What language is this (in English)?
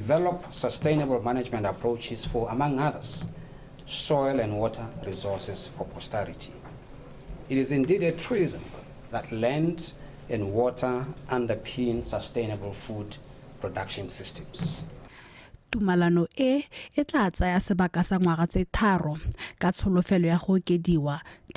Tswana